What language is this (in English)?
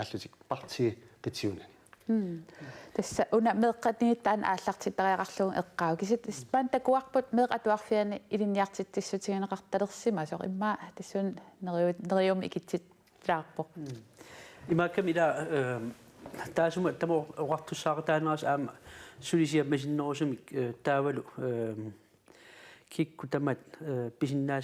Kalaallisut